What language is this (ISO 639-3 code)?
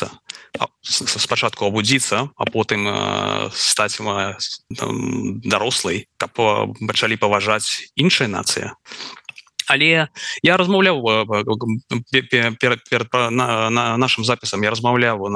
bel